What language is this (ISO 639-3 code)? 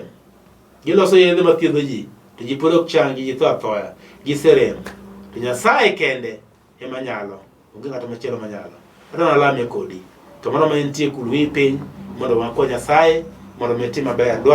luo